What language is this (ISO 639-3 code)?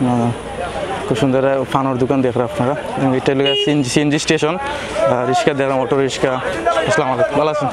syl